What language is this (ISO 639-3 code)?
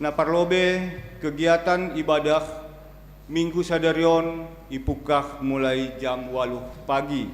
bts